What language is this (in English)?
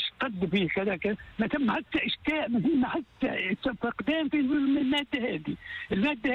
Tunisian Arabic